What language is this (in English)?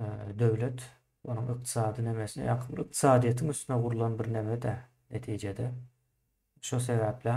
Turkmen